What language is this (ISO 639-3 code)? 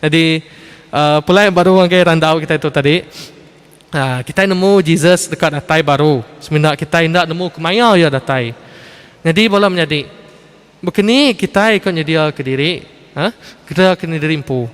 iba